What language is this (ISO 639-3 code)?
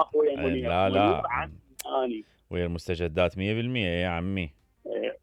acm